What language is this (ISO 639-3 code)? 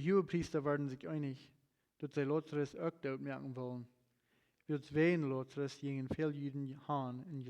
pdt